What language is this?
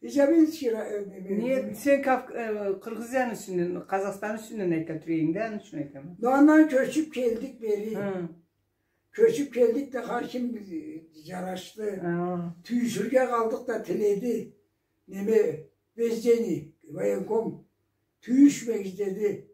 Karachay-Balkar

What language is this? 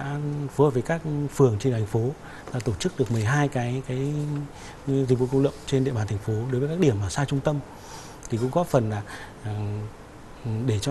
Vietnamese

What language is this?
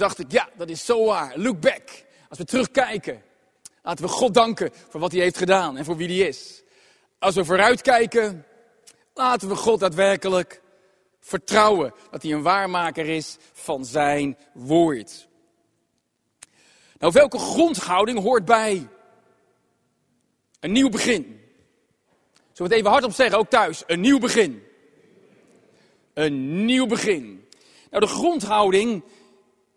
Dutch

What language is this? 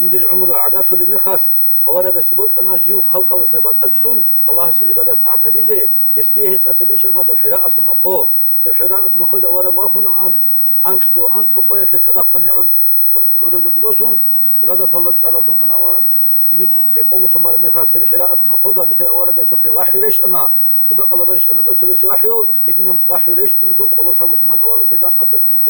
Avaric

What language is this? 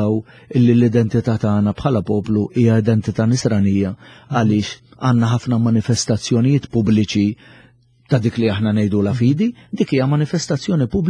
Maltese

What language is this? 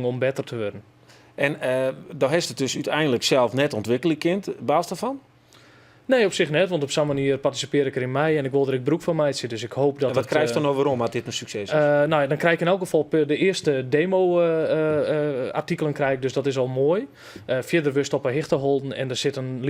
Western Frisian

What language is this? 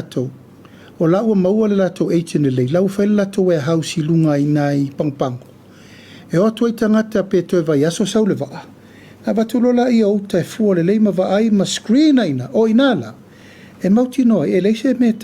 Samoan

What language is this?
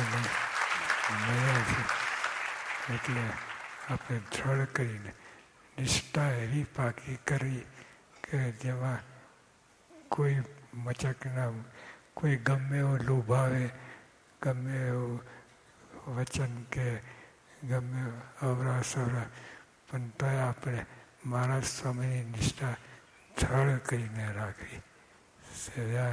Gujarati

